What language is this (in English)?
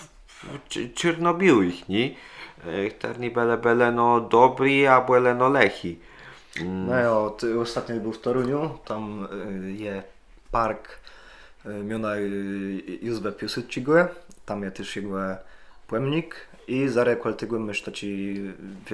Kashubian